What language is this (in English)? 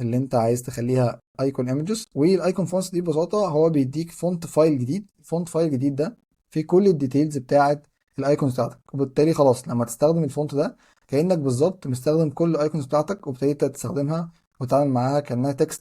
Egyptian Arabic